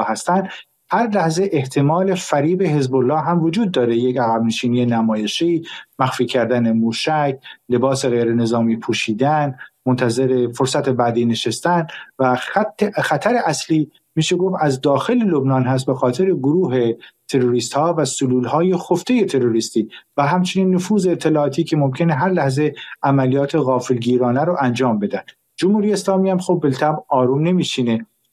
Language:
Persian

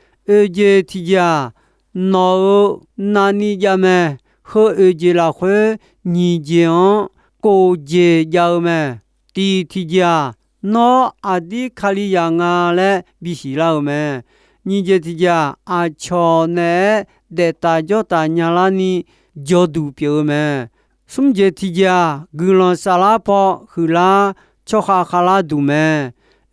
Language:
Akha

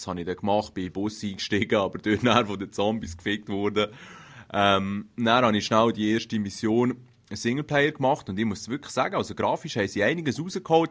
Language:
Swiss German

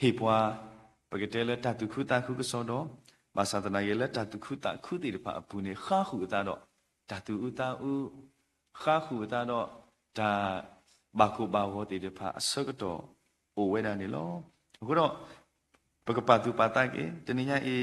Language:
S'gaw Karen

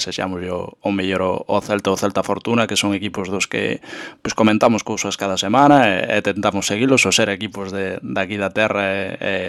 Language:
Galician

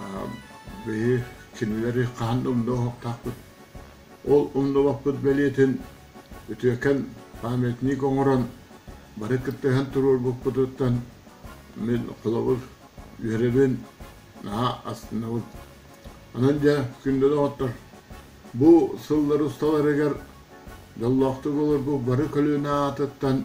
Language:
Yakut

